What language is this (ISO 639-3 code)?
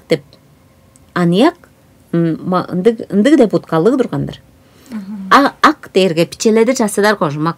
tyv